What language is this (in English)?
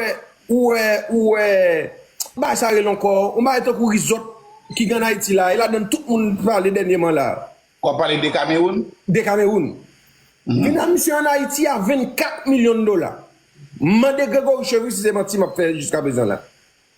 Haitian Creole